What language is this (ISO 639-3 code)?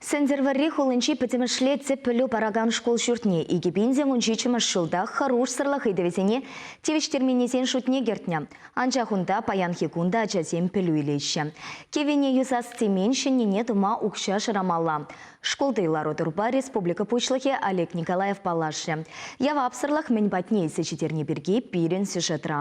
chv